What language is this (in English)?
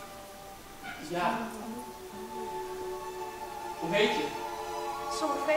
Dutch